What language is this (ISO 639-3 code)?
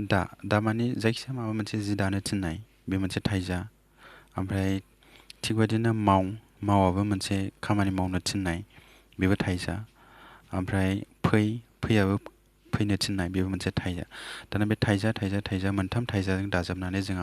brx